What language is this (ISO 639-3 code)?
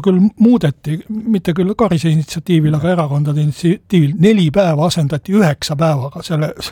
est